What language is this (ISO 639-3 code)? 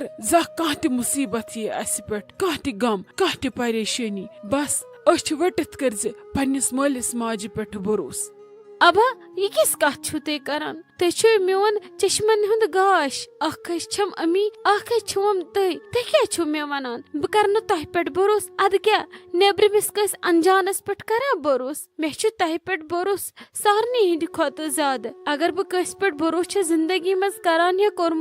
kas